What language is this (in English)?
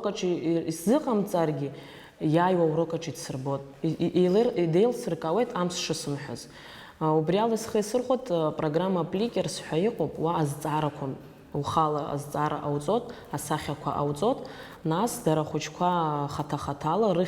Abkhazian